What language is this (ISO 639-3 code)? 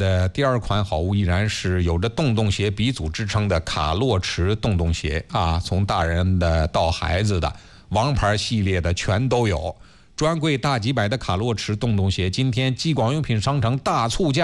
zho